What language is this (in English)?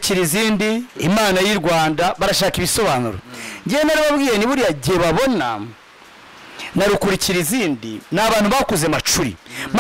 Kinyarwanda